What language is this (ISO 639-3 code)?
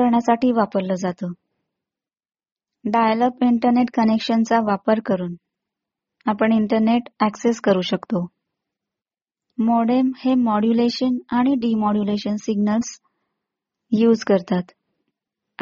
mar